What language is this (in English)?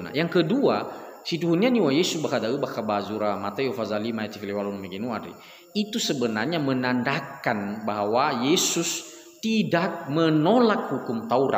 Nias